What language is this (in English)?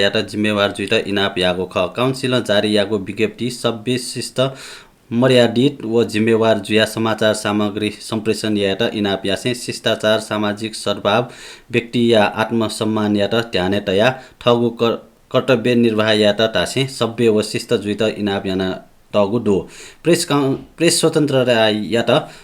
Newari